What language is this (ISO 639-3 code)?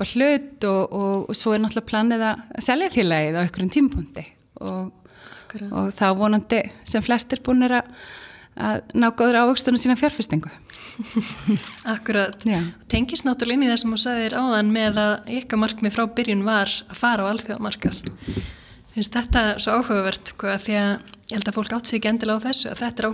isl